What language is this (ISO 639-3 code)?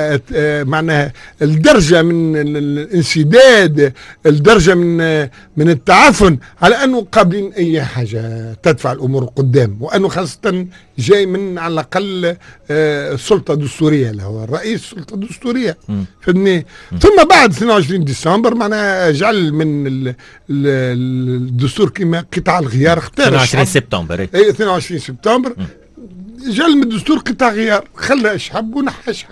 aeb